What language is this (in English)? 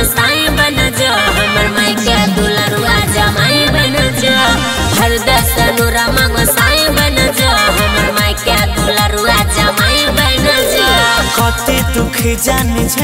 Bhojpuri